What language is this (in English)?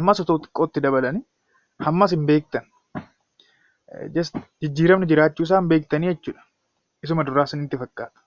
Oromo